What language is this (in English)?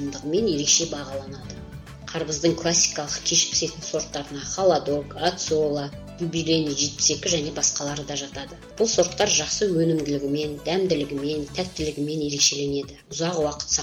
Kazakh